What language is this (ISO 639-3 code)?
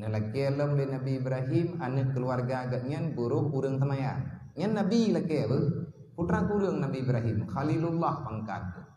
ace